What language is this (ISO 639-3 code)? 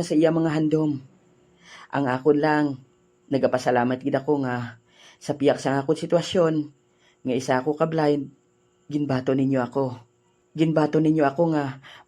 hil